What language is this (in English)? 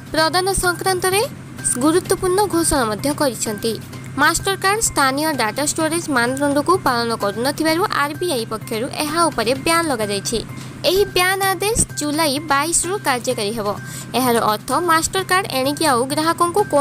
Odia